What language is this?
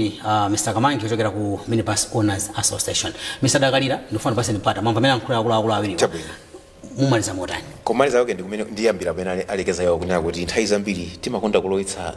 Nyanja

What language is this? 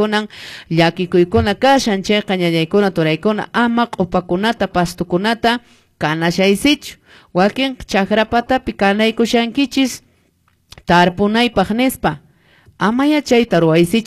Quechua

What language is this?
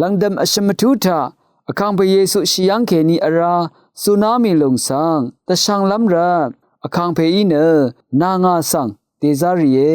Rawang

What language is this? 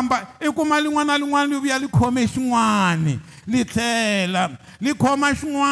Tsonga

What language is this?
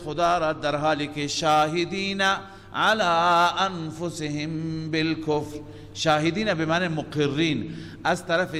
Persian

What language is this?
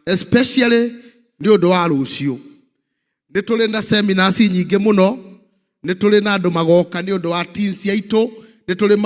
Kikuyu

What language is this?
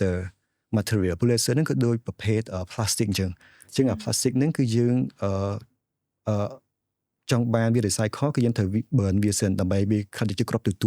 Khmer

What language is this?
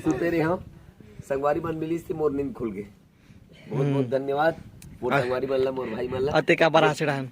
Chhattisgarhi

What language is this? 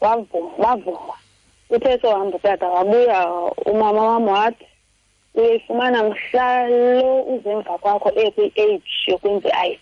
Xhosa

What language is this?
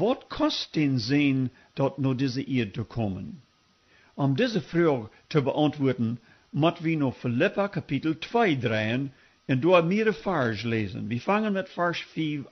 Plautdietsch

